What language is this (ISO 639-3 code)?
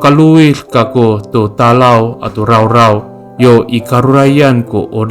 ami